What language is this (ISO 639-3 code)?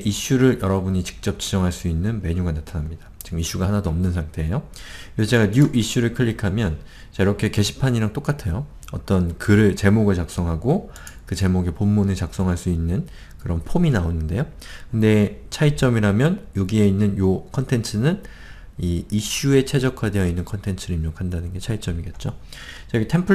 kor